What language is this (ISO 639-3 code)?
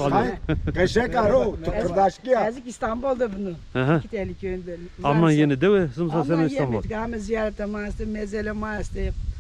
zza